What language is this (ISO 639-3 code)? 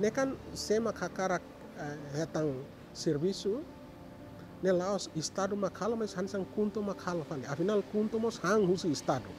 tet